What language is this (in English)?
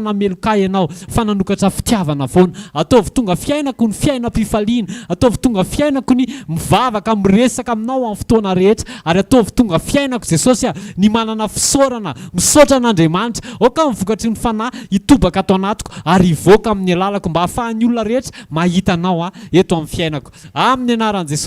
Malagasy